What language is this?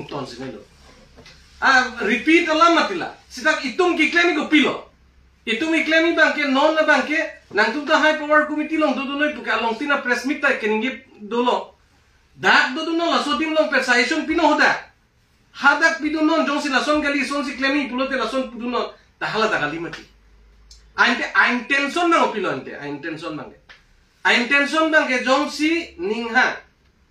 Karbi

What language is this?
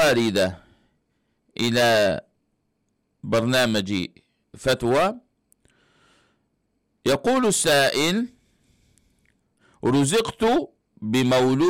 Arabic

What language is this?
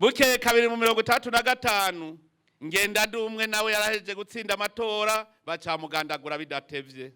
Rundi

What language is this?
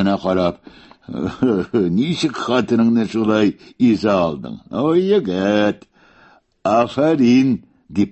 Tatar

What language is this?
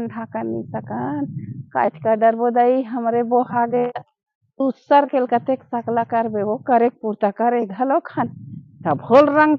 Chhattisgarhi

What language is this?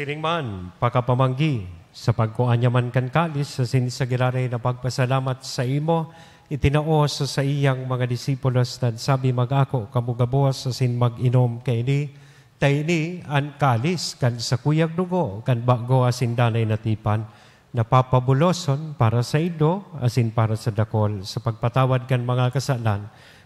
Bikol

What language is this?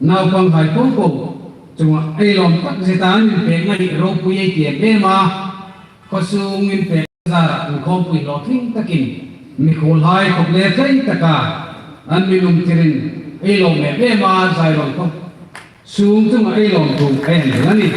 Hmar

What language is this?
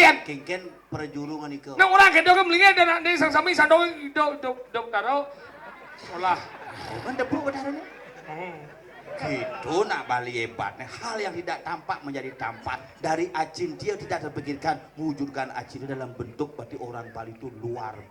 Balinese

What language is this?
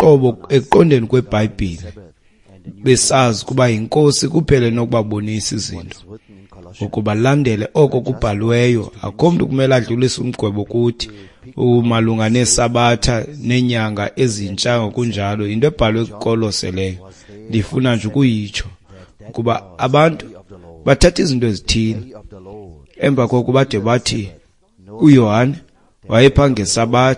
Xhosa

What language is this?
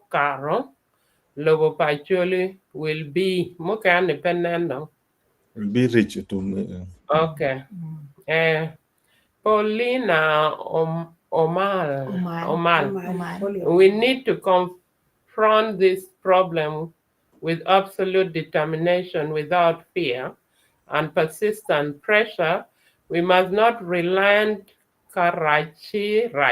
Acoli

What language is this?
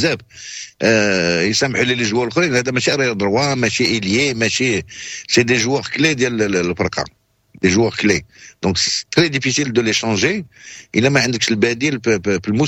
Moroccan Arabic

